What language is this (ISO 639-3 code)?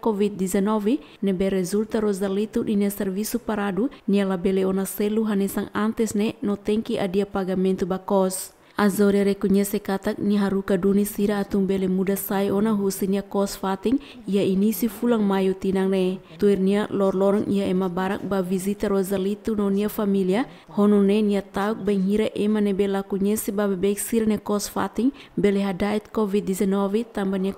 tet